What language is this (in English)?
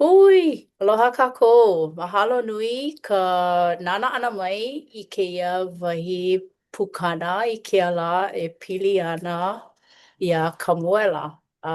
Hawaiian